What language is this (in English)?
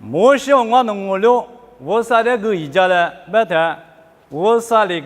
Lisu